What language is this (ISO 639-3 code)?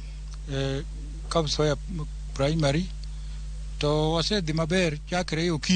luo